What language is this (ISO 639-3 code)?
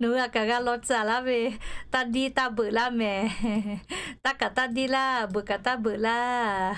lhu